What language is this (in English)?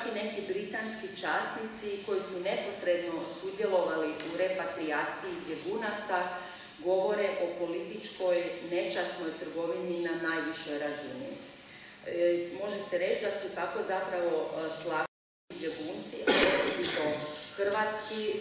Croatian